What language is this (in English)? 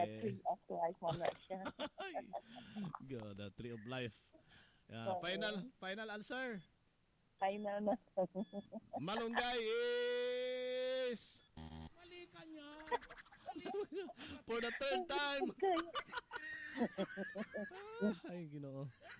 Cebuano